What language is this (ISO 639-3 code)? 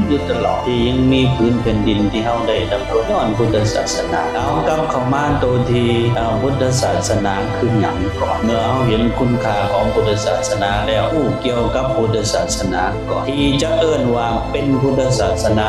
lao